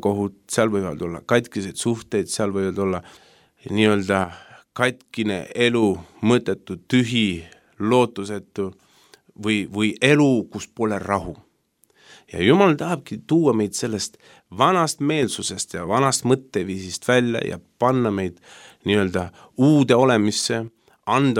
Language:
Estonian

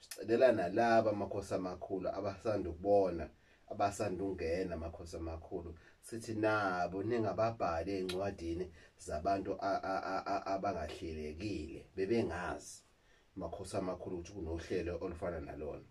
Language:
Zulu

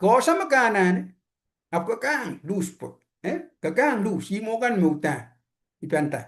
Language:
Pohnpeian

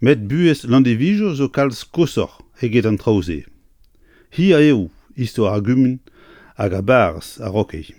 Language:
Breton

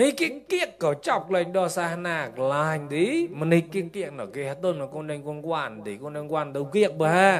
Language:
Mon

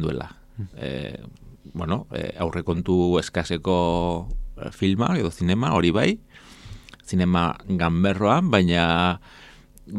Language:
Basque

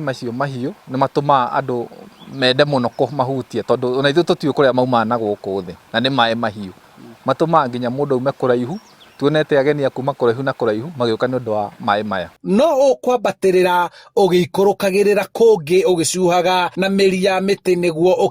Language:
Kikuyu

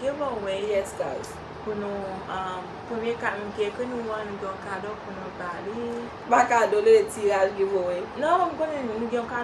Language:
Haitian Creole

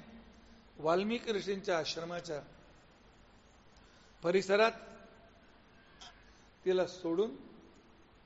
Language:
Marathi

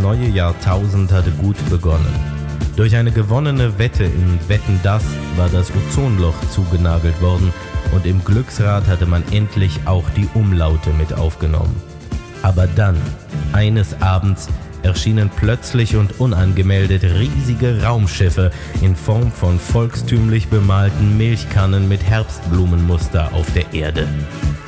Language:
German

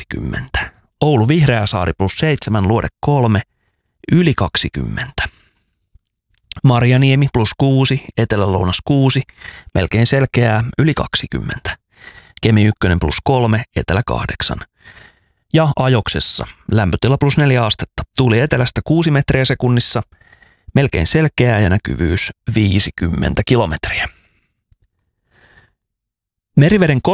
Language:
Finnish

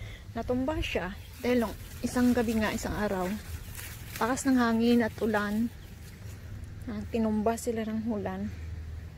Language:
Filipino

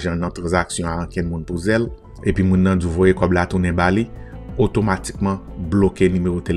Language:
Haitian Creole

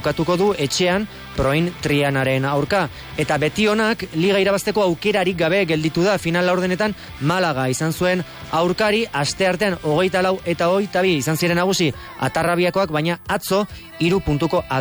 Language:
Basque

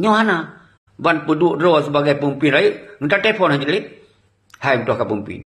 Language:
Achinese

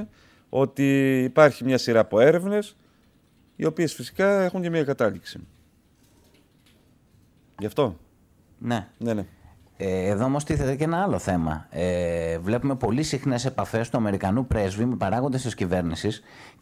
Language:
Greek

